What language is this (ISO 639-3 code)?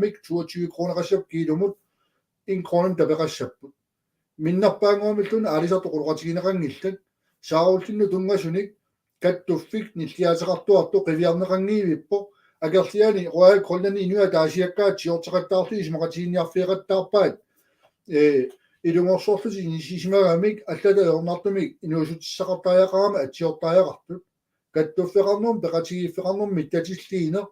kal